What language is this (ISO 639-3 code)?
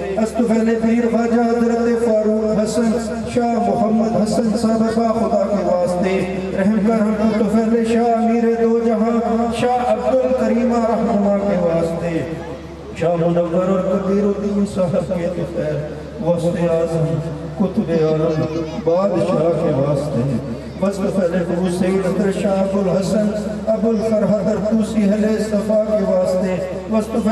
urd